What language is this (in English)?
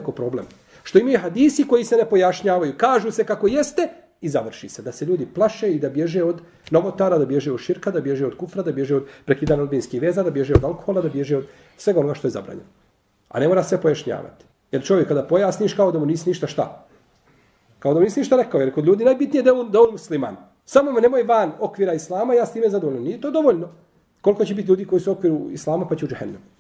Bosnian